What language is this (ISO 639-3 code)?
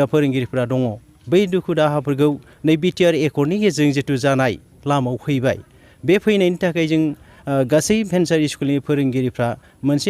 brx